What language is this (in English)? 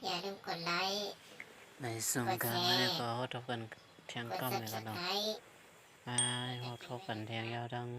Shan